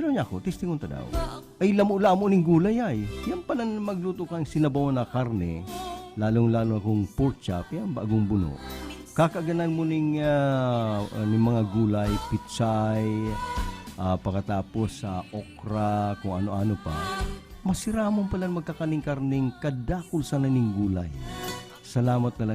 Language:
Bikol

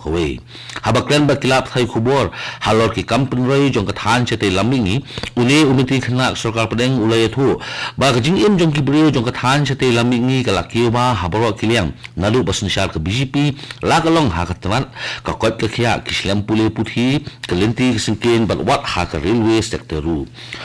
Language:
Khasi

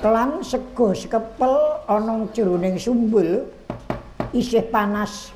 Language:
Javanese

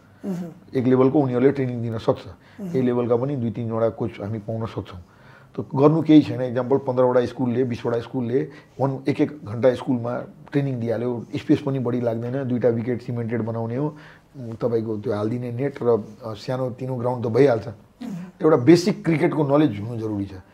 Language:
Nepali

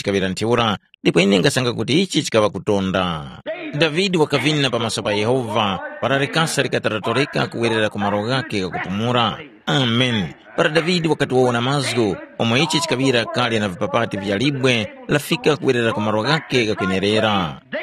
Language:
Tumbuka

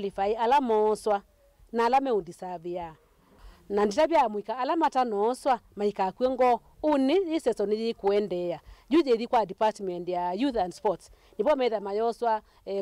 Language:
Kamba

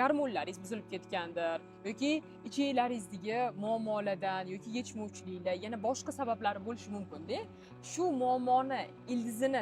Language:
Uzbek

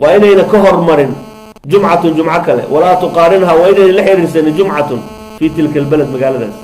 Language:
Somali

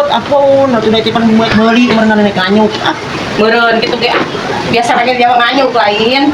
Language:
Sundanese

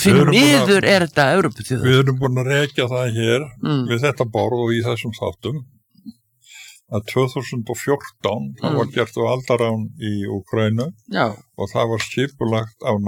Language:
Icelandic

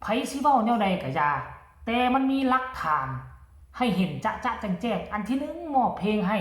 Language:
Northeastern Thai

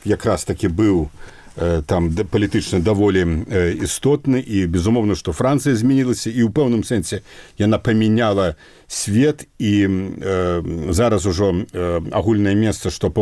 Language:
Belarusian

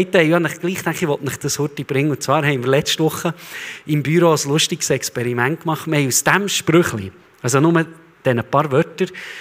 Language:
Swiss German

